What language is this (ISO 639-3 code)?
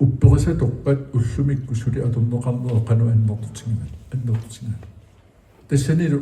kal